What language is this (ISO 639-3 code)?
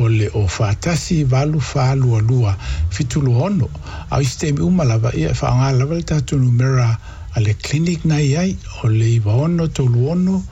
smo